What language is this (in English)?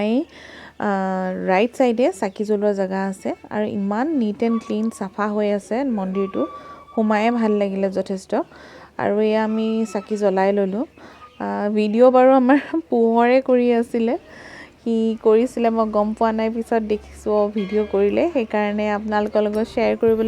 Assamese